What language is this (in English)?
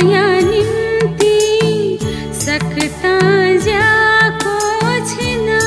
Newari